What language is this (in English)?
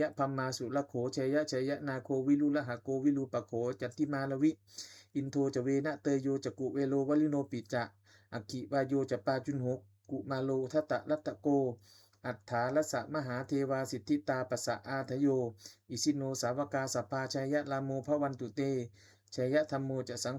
Pali